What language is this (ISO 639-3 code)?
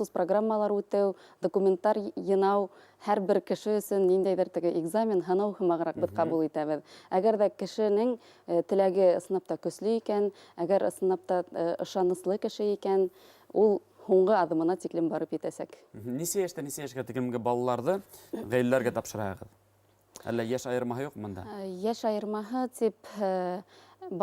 bak